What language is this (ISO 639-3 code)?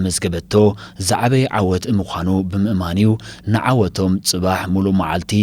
tir